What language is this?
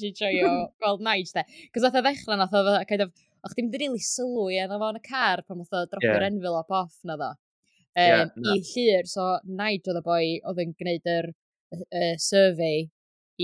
Welsh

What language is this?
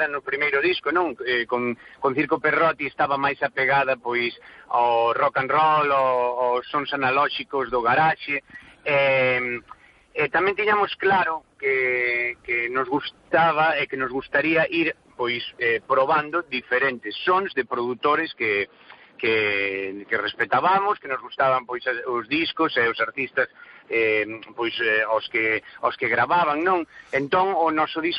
Galician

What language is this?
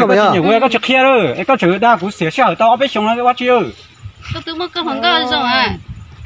Hmong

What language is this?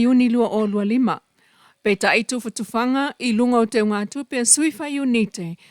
Samoan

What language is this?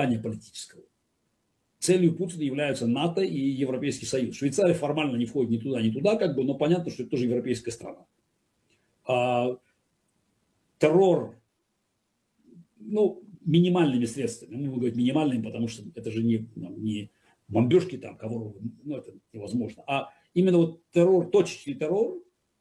Russian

